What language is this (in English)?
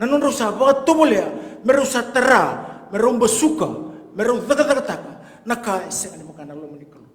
Fijian